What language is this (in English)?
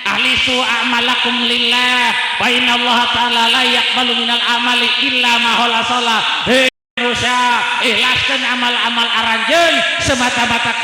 Sundanese